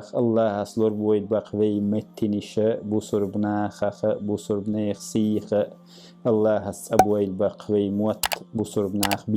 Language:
Chechen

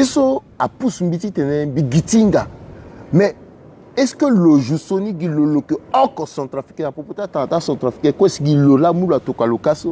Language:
Sango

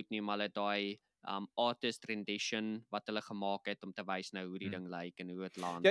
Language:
Afrikaans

